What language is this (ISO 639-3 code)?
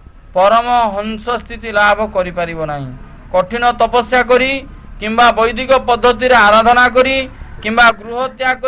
ori